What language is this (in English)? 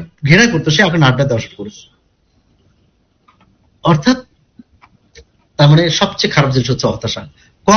Bangla